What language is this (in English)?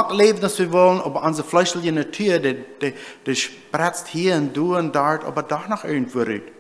Plautdietsch